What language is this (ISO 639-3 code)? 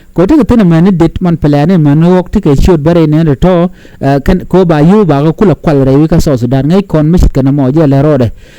nus